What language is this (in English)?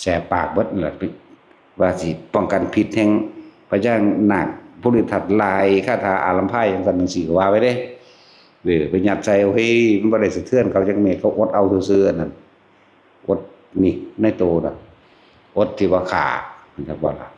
Northeastern Thai